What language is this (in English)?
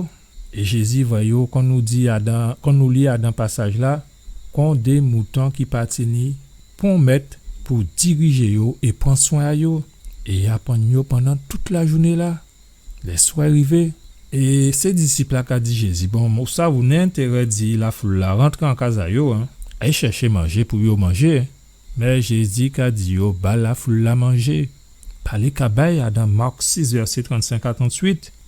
Guadeloupean Creole French